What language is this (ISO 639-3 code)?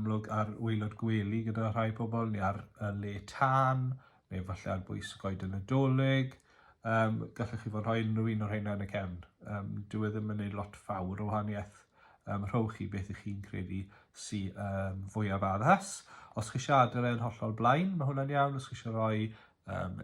cym